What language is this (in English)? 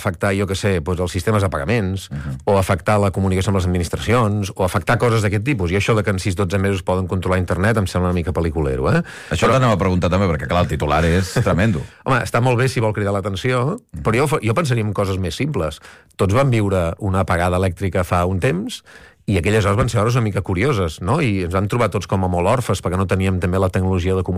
Catalan